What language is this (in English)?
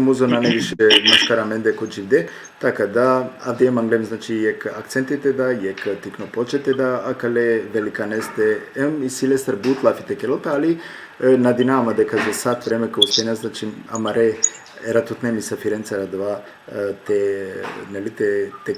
Balkan Romani